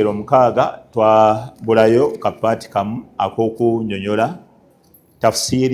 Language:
Ganda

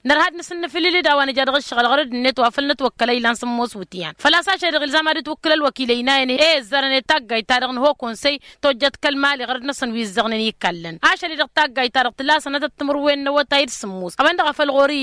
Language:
Tamasheq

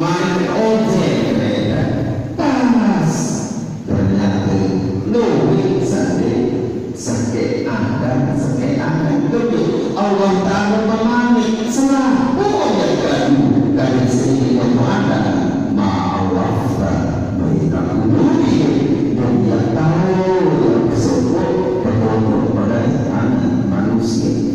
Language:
Sasak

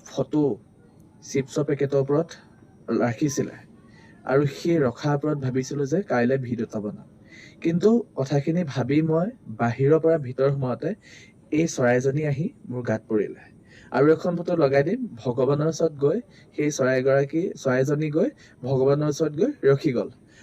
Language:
Assamese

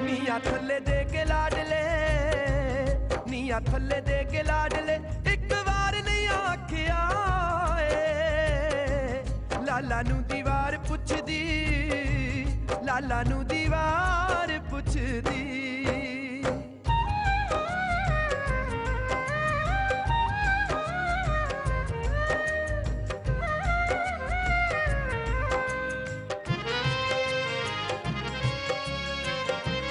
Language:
Punjabi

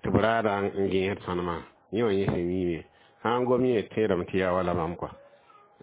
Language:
Mossi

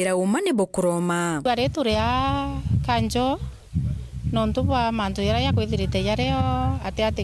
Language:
Meru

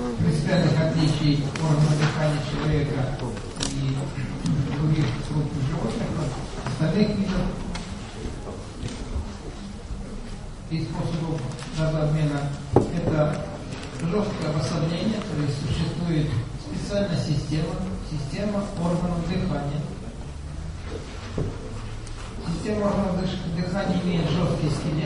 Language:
Russian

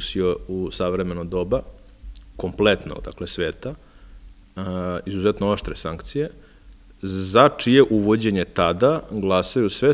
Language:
Serbian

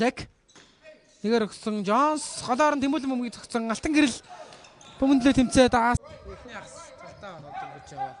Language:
Mongolian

